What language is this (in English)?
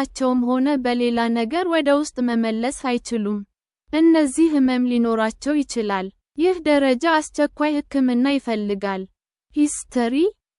Amharic